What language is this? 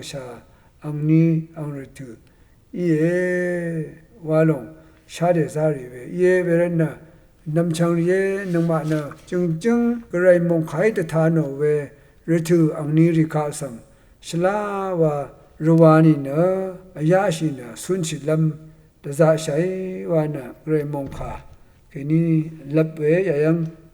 Rawang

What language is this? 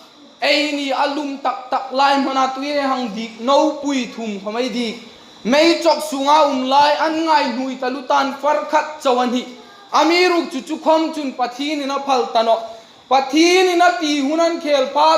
Hmar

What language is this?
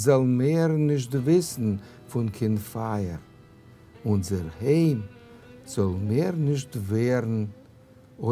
Yiddish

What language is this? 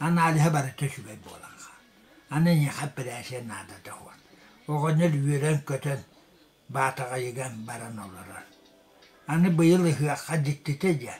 Yakut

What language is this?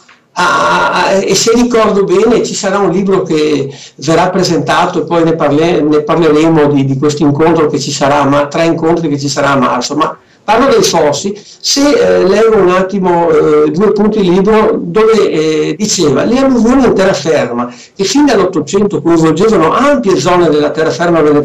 Italian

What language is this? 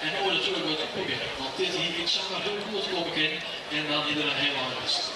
Western Frisian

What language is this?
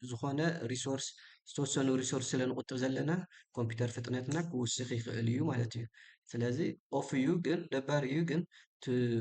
Tigrinya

